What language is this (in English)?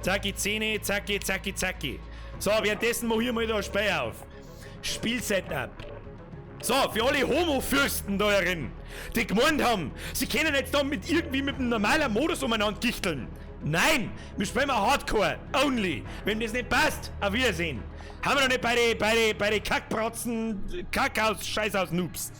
Bavarian